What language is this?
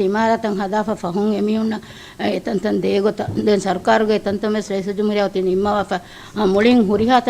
Divehi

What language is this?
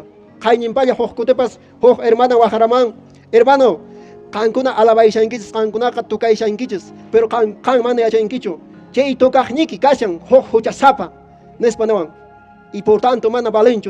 Quechua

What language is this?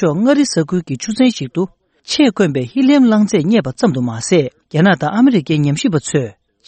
Tibetan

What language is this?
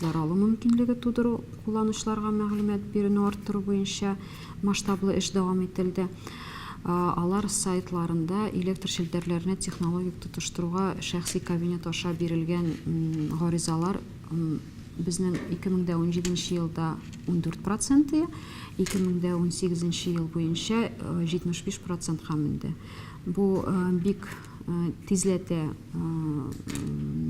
Tatar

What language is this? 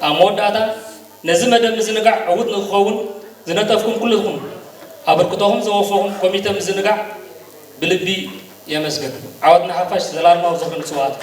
Tigrinya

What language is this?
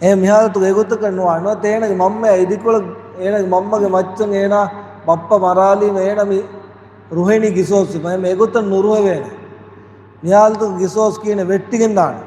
Divehi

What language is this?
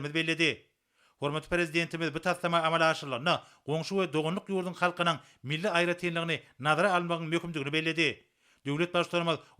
Turkmen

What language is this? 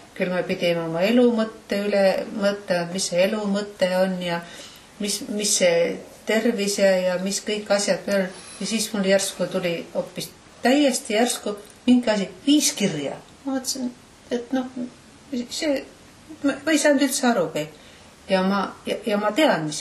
Estonian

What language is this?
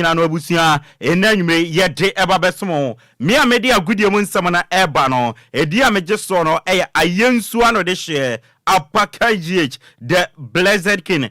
Akan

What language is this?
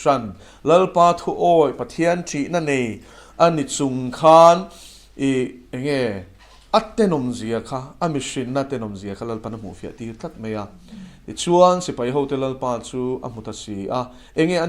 Mizo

